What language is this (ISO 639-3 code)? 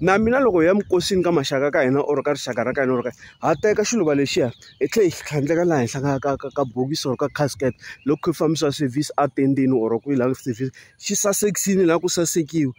tso